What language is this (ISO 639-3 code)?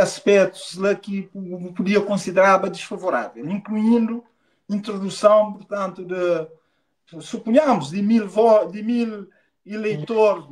kea